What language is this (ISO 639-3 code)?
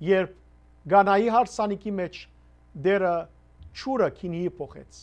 hyw